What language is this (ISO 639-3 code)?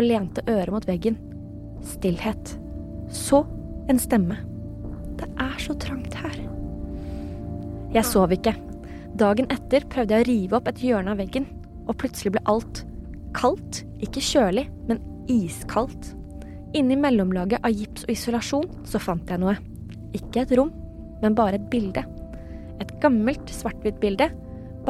nor